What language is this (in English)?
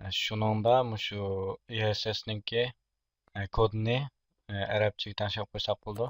Uyghur